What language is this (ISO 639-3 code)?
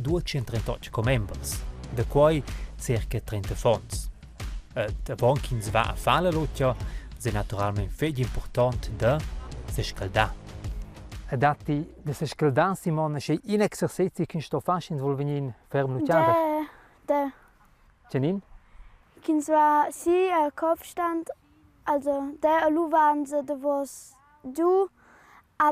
roh